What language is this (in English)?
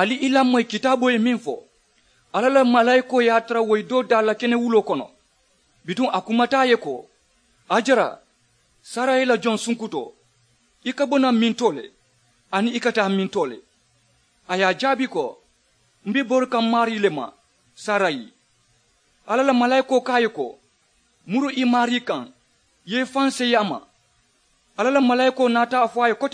Mandingo